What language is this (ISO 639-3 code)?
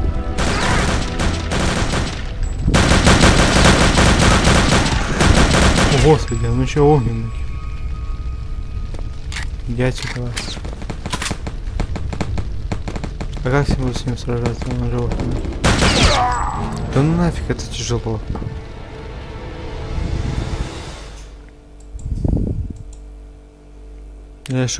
rus